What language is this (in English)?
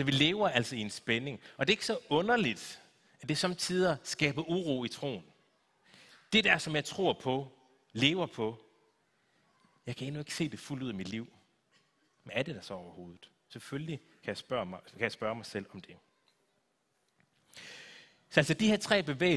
Danish